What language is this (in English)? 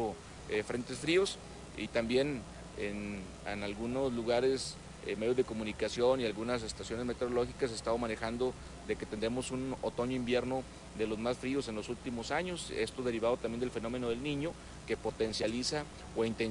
Spanish